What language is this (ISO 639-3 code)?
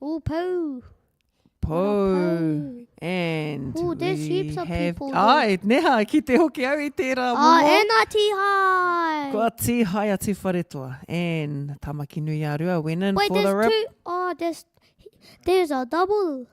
mri